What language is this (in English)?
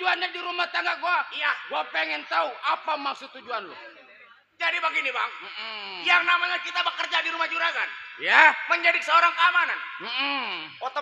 Betawi